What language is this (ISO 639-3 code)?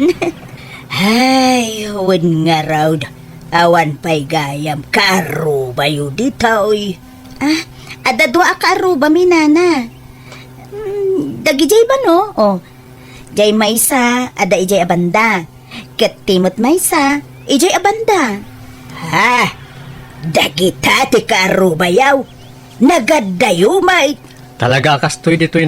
ilo